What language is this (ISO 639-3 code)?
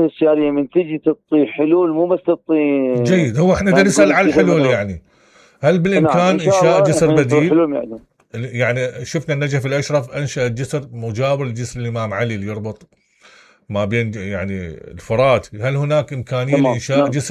acm